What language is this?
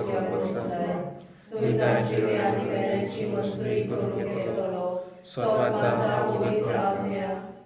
Konkani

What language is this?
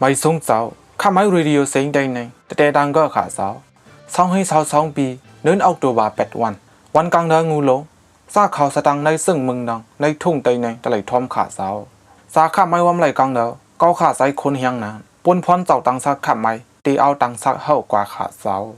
Shan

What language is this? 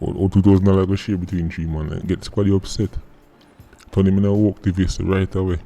Jamaican Creole English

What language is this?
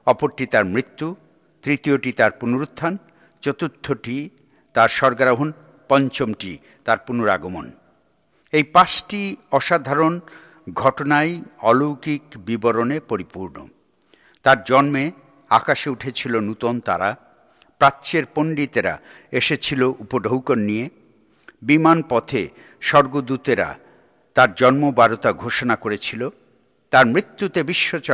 Bangla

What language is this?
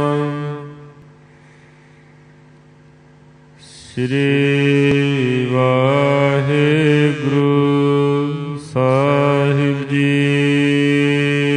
Punjabi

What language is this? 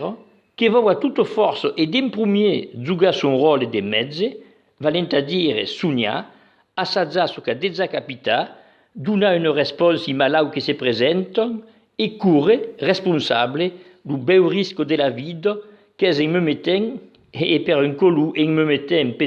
Occitan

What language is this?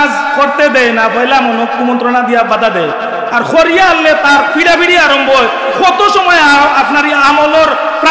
Sylheti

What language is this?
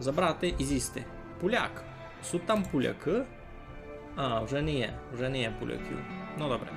Rusyn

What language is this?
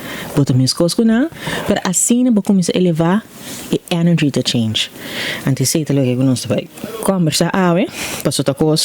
Papiamento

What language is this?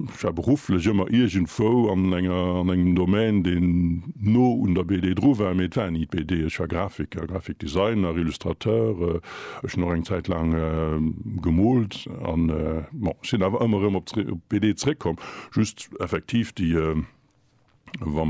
Luxembourgish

